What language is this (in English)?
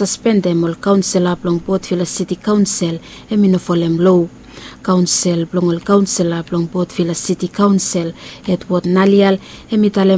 Bislama